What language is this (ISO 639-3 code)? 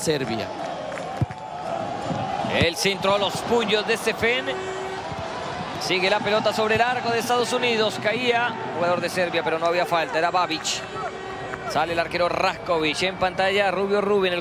spa